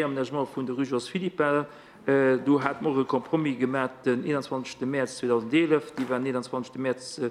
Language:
Luxembourgish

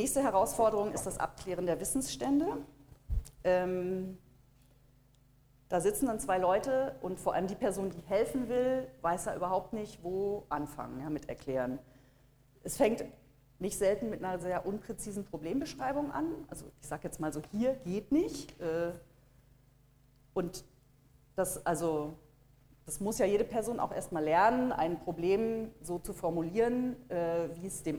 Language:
German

